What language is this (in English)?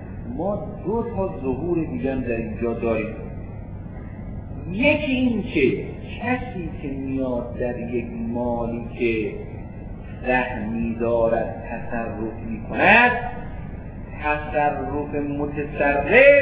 Persian